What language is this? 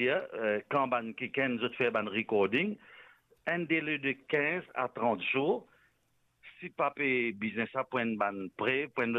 Morisyen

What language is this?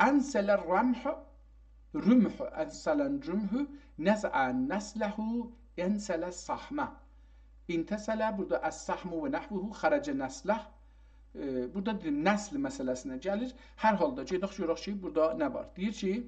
South Azerbaijani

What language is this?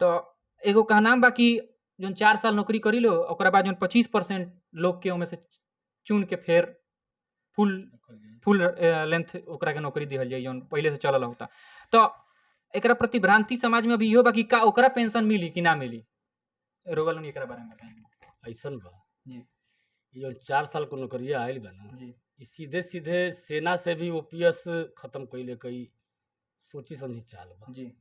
Bhojpuri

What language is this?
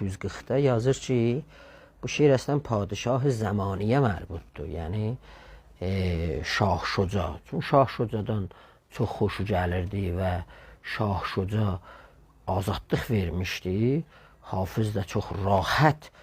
South Azerbaijani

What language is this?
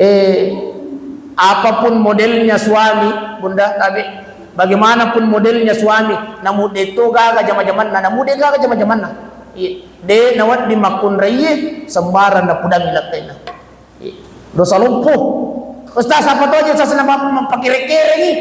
Buginese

